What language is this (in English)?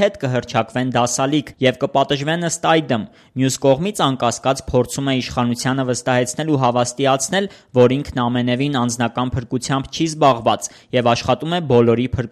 Armenian